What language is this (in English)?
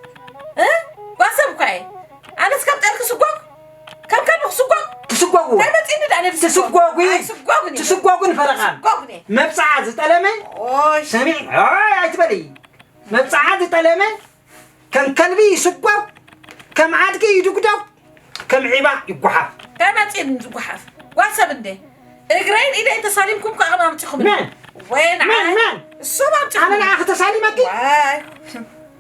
Tigrinya